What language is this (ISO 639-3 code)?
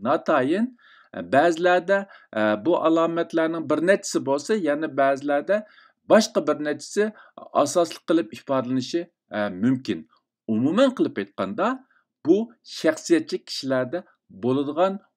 uig